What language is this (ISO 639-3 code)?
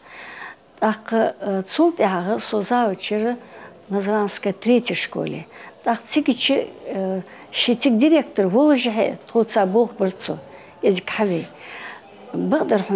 inh